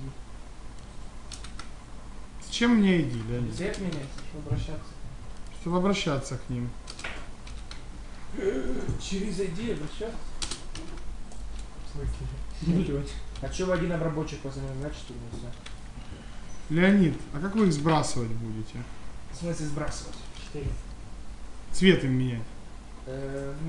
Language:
Russian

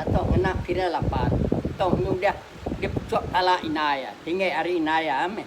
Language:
Iban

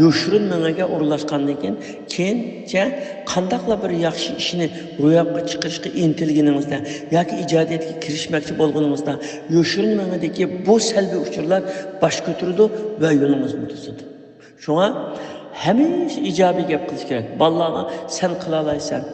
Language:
Uyghur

